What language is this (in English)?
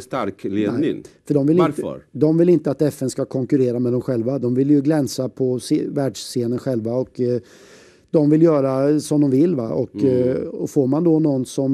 Swedish